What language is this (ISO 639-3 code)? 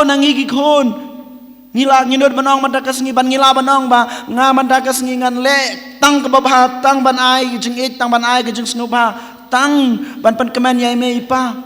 kha